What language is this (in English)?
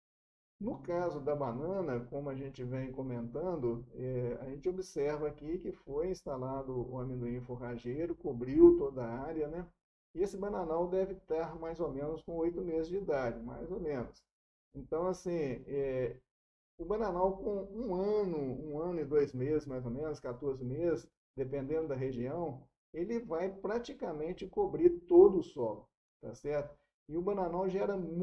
Portuguese